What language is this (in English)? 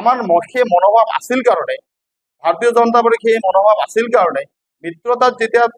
Assamese